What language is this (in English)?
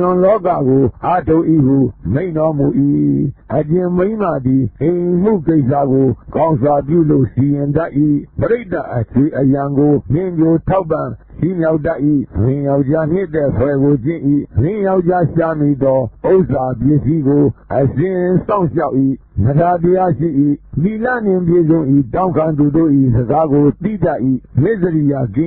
Burmese